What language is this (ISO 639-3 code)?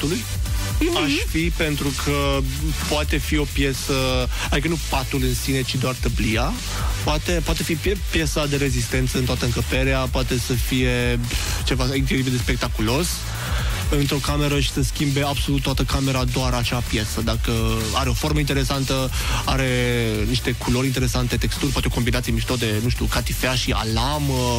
ron